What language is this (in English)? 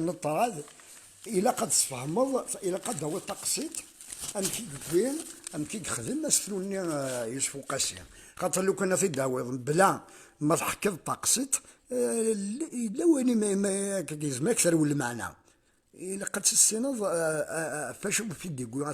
Kabyle